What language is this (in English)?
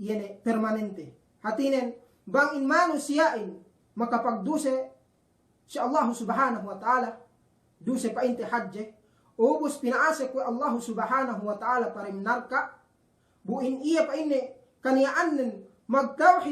Yakan